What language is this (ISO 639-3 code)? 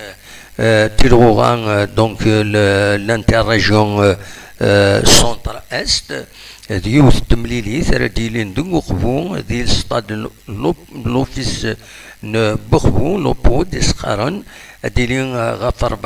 kab